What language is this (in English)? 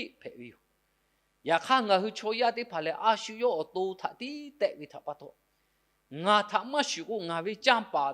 Lahu